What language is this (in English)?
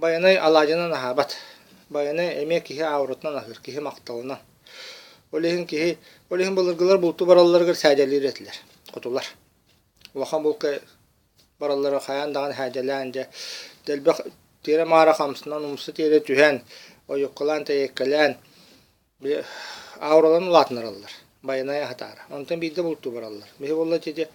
Yakut